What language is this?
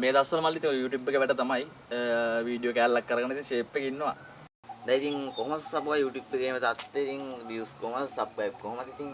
Sinhala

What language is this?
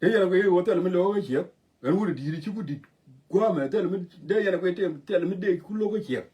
Nuer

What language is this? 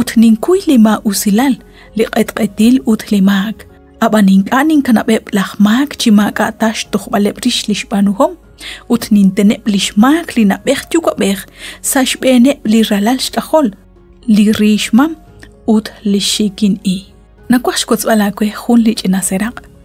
Kekchí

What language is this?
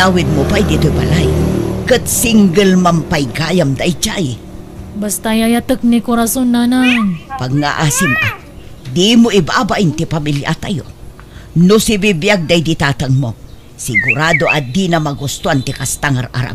Iloko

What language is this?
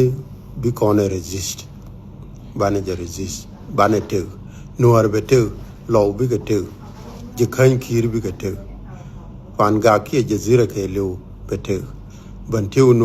Nuer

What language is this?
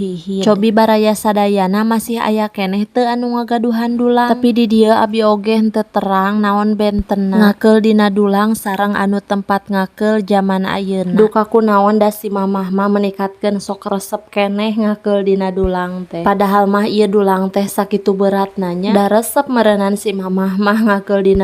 Sundanese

